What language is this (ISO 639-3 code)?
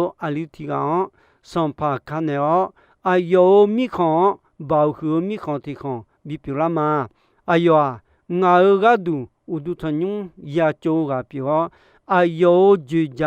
ahk